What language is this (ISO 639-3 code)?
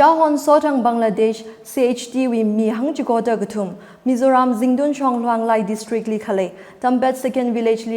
nmf